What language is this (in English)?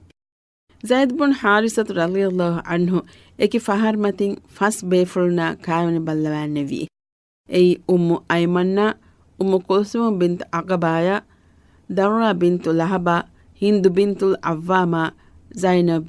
Divehi